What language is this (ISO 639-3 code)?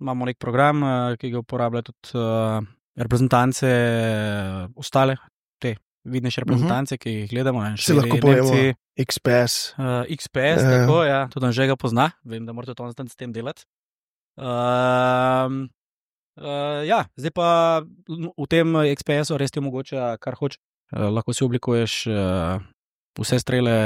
slv